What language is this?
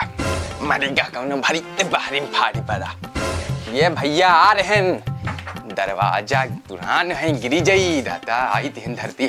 Awadhi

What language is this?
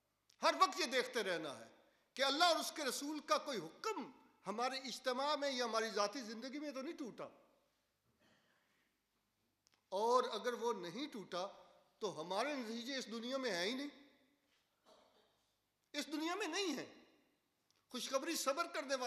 Urdu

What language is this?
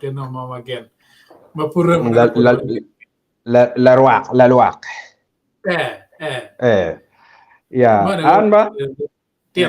Acoli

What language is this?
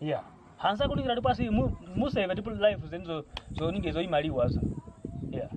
Kwangali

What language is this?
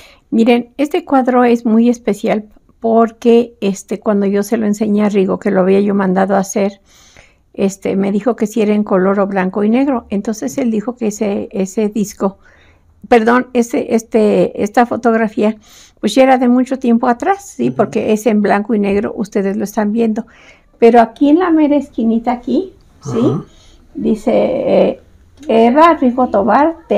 Spanish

